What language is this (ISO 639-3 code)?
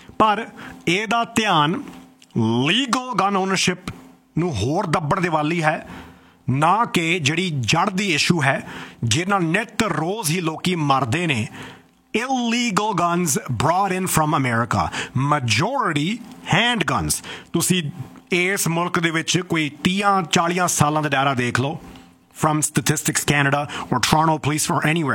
pan